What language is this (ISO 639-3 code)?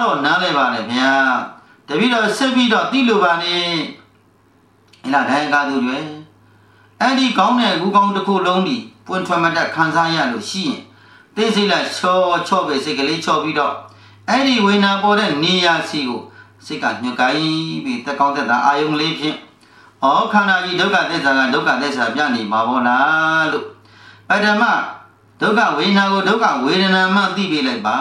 mya